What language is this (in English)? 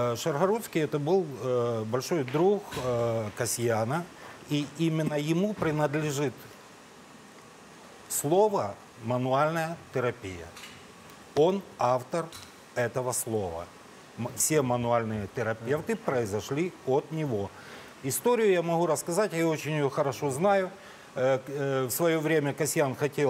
Russian